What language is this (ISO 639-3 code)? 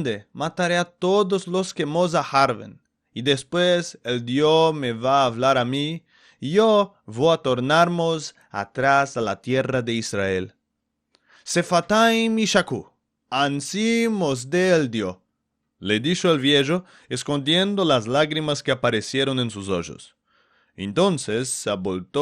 lad